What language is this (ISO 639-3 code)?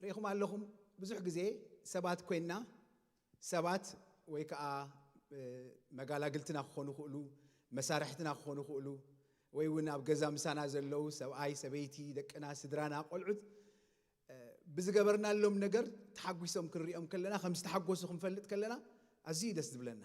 tir